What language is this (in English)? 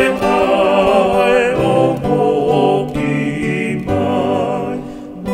Tongan